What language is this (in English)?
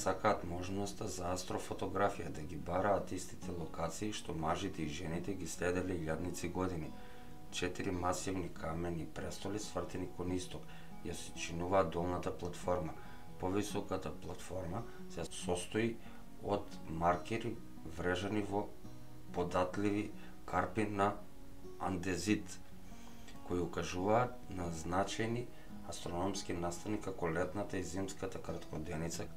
Macedonian